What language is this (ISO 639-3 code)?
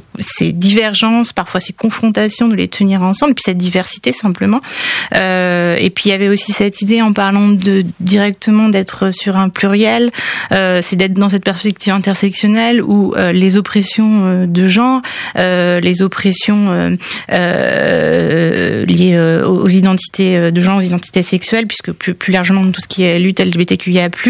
fra